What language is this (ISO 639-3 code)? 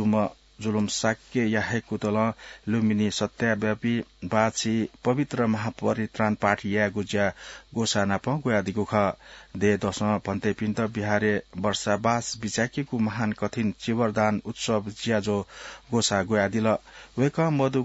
new